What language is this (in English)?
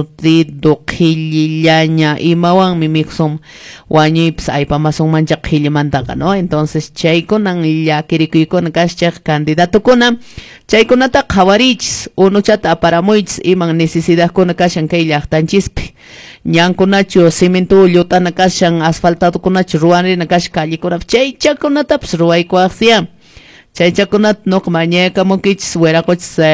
Quechua